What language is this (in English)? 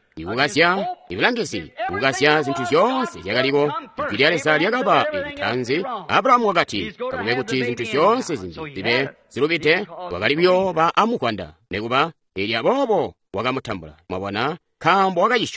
Tonga (Zambia)